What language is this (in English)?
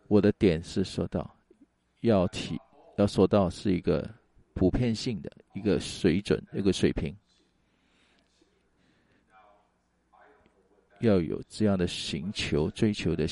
Chinese